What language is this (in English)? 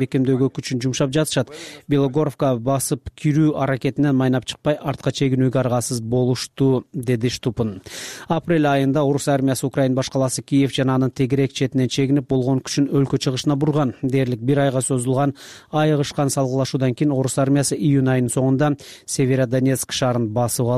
Kyrgyz